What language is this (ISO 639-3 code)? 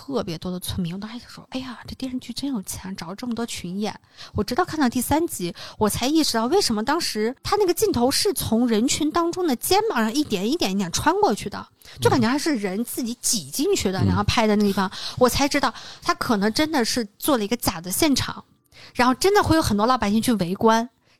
zho